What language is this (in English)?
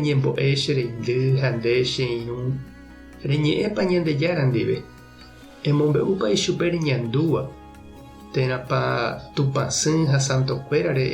Guarani